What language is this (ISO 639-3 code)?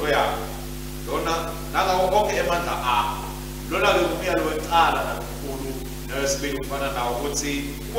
ssw